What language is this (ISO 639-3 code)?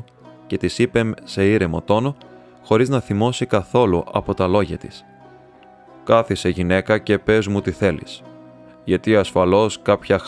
ell